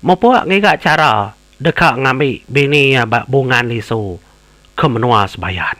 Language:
Iban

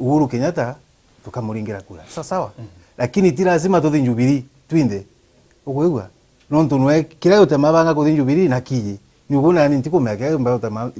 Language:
Meru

